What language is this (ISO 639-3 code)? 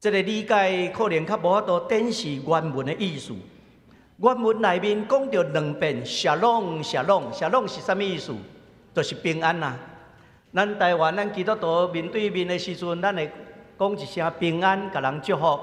nan